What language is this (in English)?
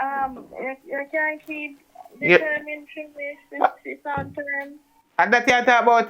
Jamaican Creole English